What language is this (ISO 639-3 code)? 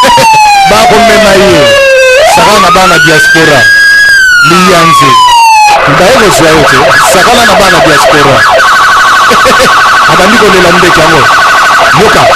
lin